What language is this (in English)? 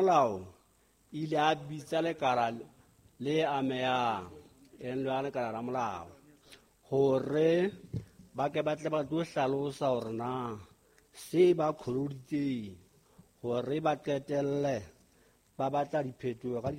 Southern Sotho